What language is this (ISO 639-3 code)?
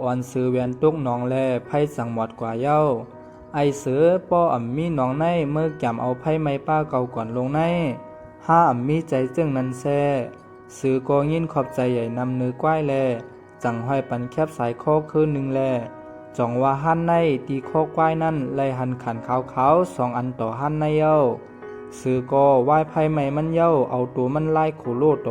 shn